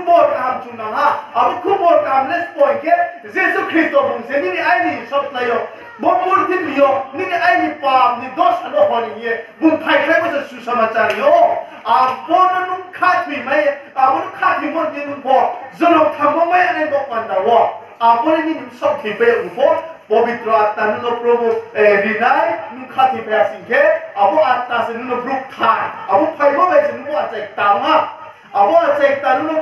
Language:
Riang (India)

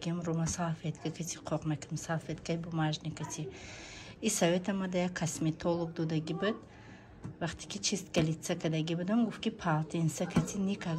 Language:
Tajik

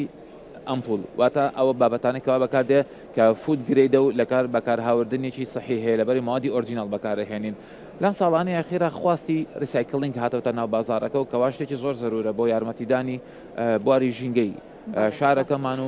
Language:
Central Kurdish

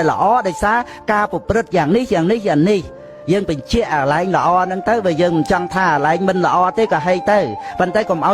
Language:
Khmer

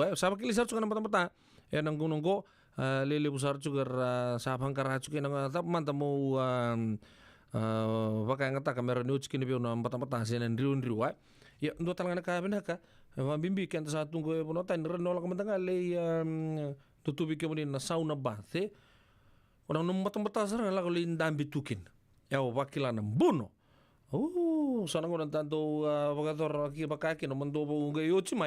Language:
Fijian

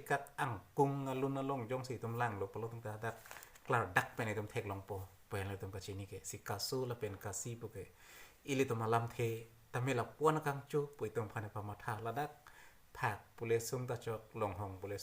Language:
Karbi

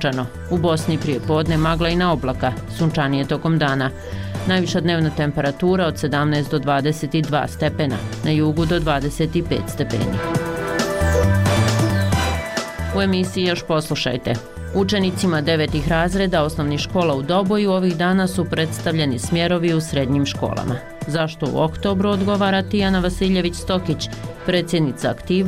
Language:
Bosnian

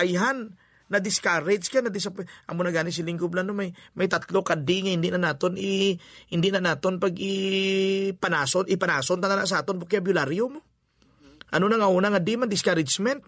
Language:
Hiligaynon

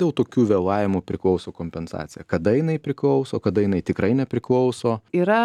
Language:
Lithuanian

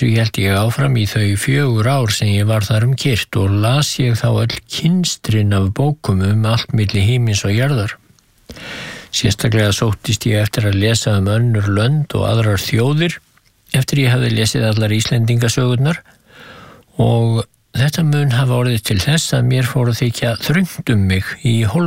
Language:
Icelandic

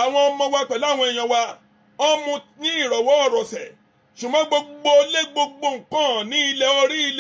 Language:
Yoruba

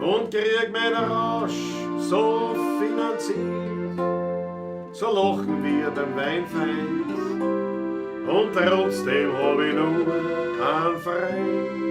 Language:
Bavarian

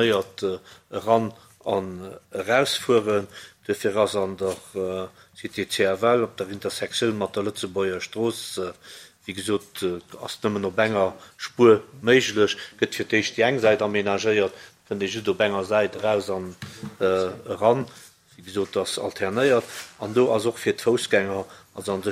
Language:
Luxembourgish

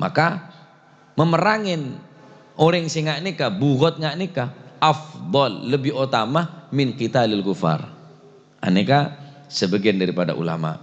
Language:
Madurese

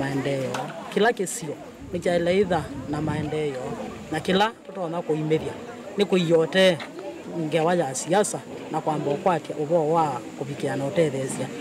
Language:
Kamba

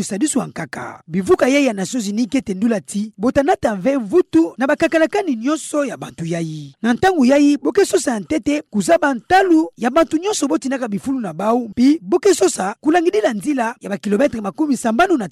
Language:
Kituba (Democratic Republic of Congo)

